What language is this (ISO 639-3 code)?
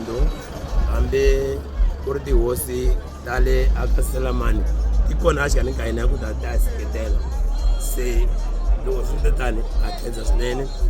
tso